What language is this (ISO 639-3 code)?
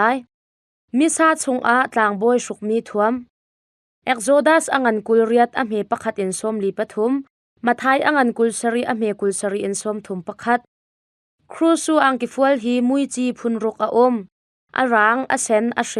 cnh